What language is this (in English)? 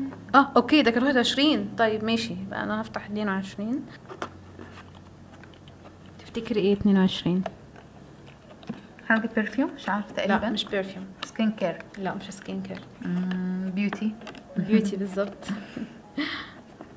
Egyptian Arabic